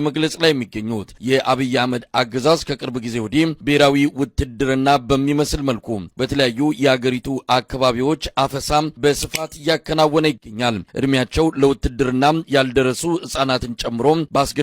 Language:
Amharic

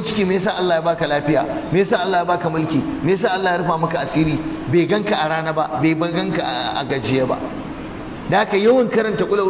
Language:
Hausa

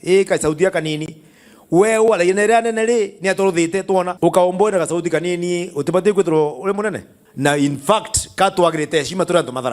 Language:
Meru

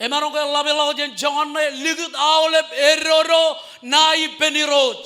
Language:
Marshallese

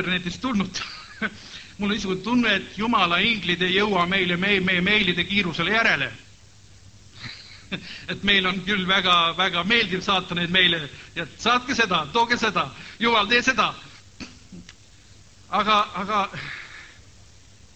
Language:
Estonian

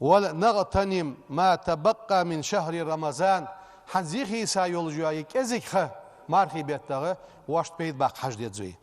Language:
Ingush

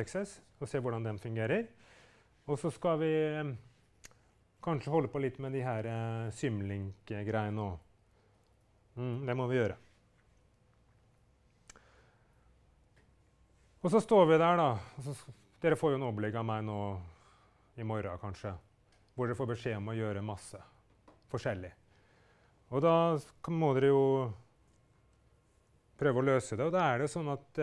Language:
Norwegian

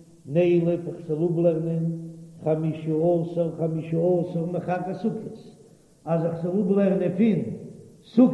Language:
Yiddish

